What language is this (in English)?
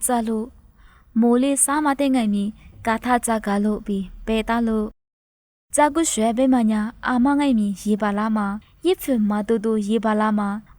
Lisu